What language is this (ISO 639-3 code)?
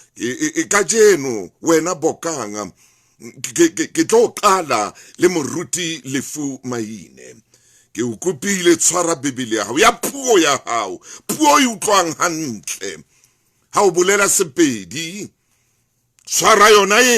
sot